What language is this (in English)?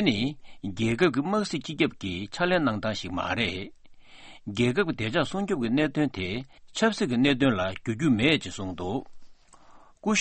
Tibetan